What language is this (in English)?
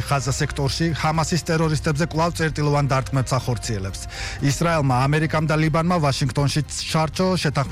Georgian